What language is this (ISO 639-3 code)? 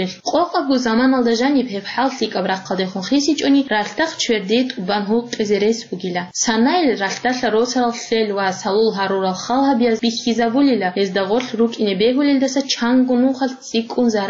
ava